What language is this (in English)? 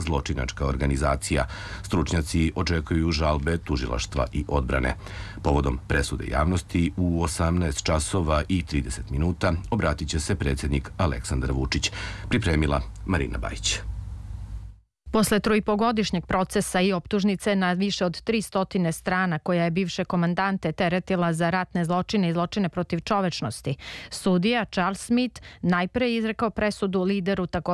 Serbian